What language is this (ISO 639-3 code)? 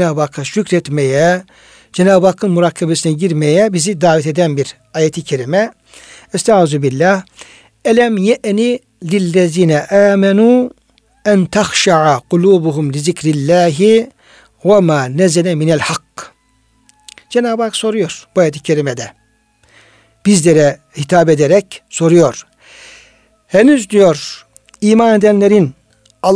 tur